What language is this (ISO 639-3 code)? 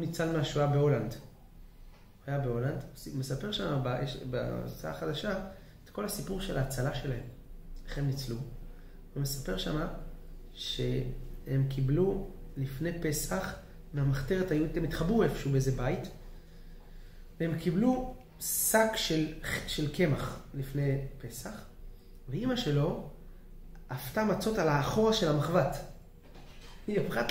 heb